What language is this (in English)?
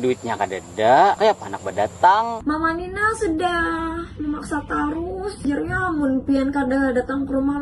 Banjar